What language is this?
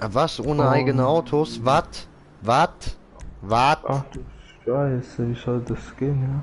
Swiss German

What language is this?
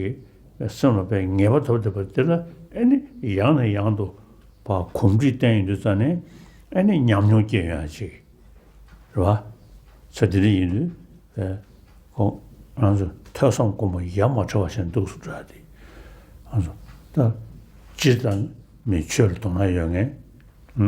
Tibetan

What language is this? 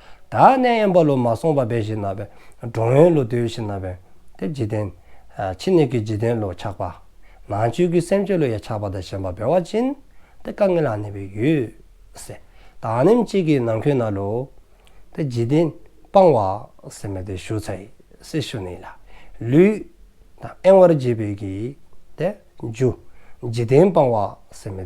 Dzongkha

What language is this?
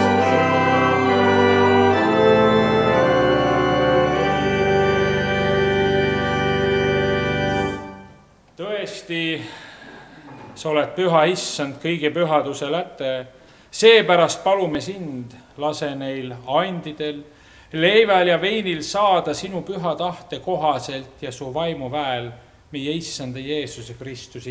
Estonian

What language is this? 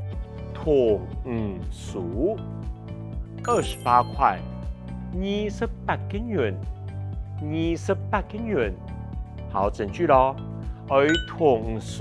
Hakka Chinese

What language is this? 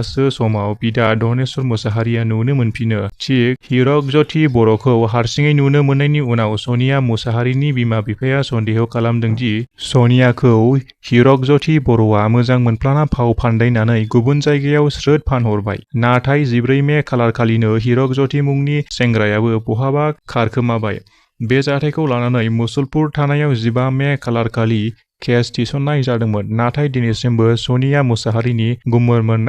Bodo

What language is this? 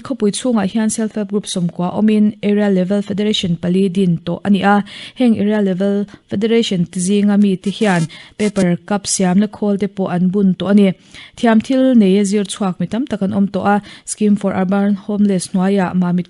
Mizo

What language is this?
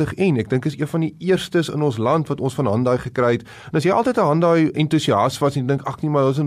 Afrikaans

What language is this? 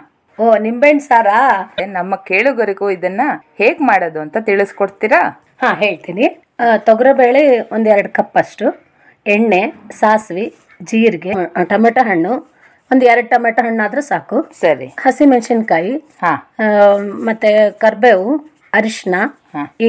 Kannada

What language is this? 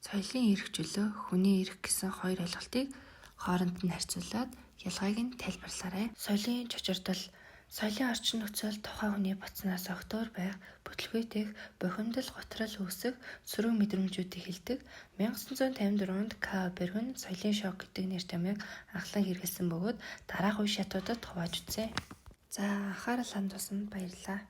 Mongolian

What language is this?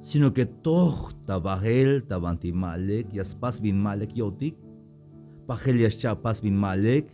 Tzeltal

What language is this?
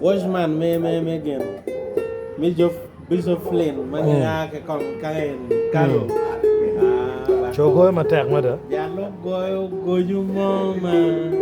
Acoli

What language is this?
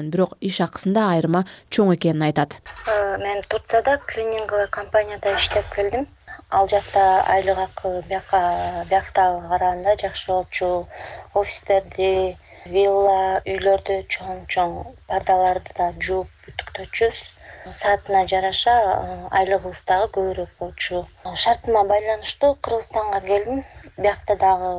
Kyrgyz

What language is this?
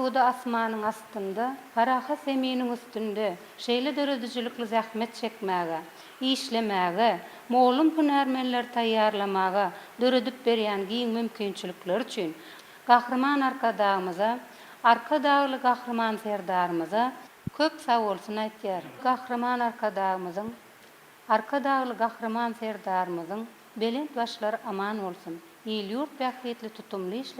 Turkmen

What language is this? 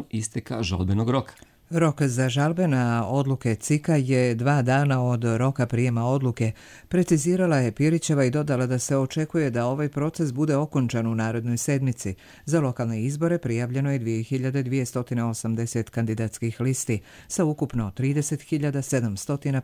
Bosnian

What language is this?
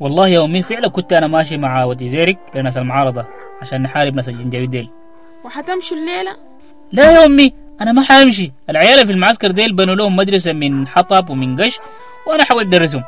Sudanese Arabic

